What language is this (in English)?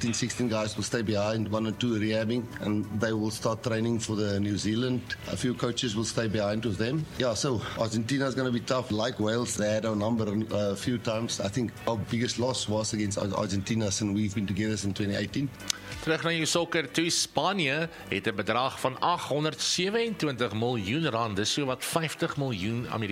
Afrikaans